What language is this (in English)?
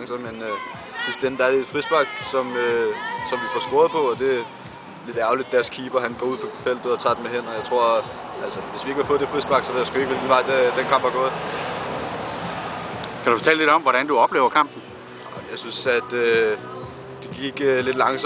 Danish